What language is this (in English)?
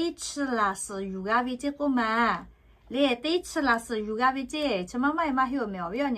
Lahu